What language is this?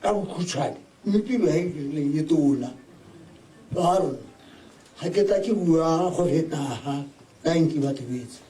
Tswana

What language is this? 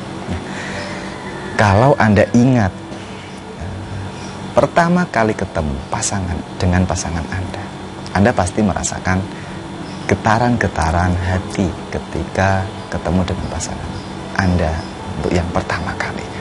Indonesian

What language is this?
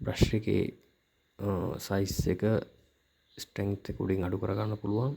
Sinhala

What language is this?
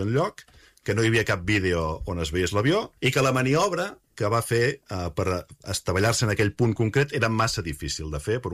Catalan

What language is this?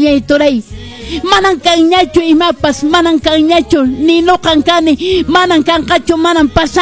Quechua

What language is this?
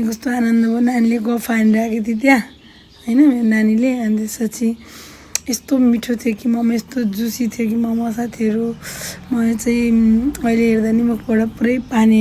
Nepali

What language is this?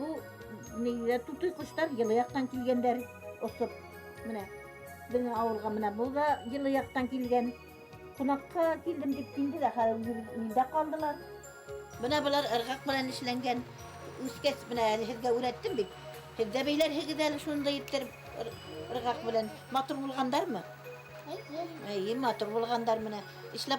Bashkir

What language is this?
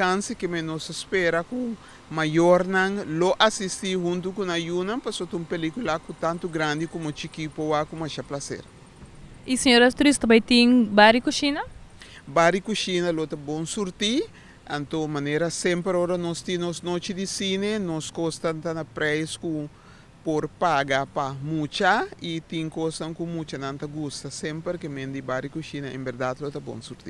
Papiamento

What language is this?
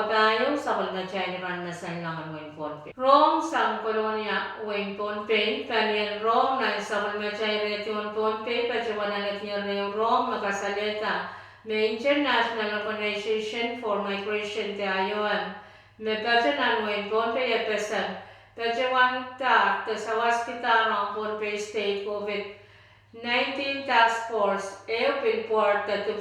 Pohnpeian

